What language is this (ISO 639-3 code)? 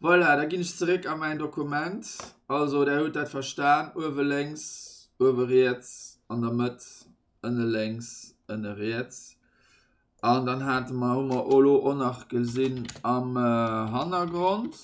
ltz